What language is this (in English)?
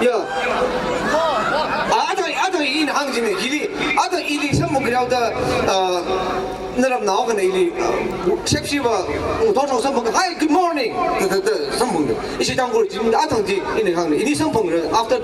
Tangkhul Naga (India)